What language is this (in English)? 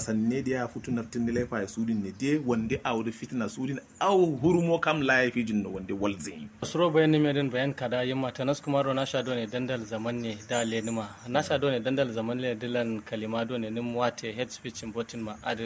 Kanuri